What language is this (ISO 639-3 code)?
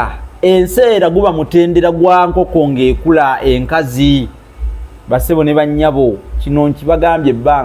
lug